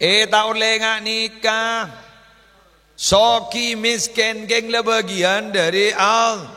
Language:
Madurese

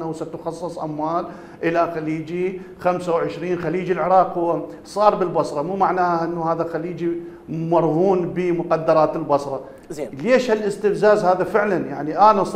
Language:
Mesopotamian Arabic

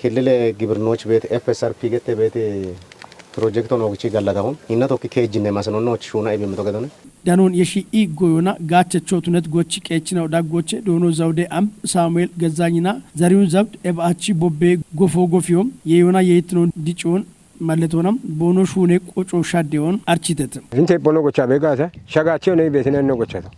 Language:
Kafa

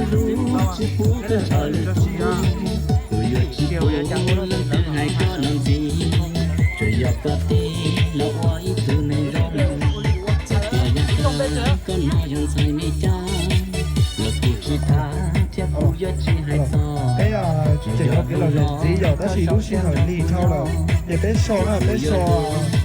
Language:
Hmong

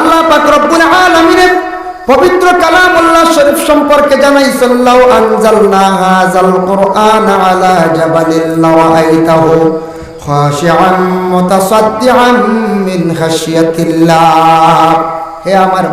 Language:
Sylheti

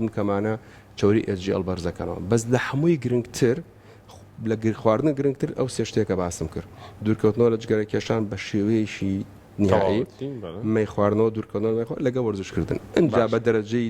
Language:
Central Kurdish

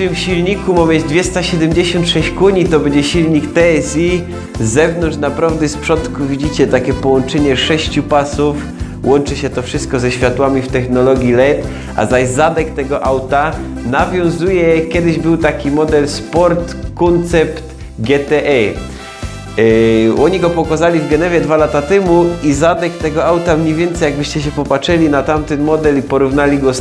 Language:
Silesian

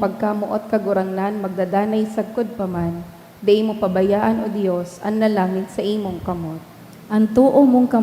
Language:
Bikol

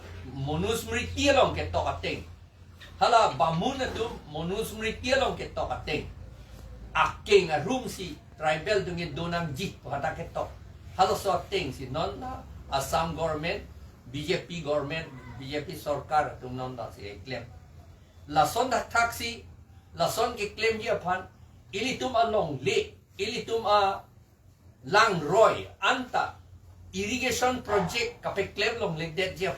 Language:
Karbi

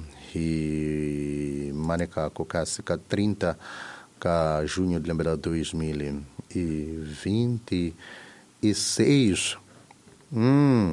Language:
Tsonga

